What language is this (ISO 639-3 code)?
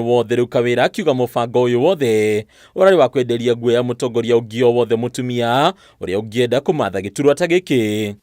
kik